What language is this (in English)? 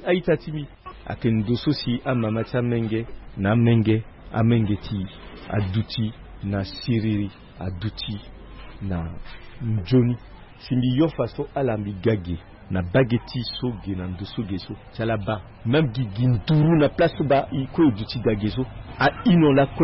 Sango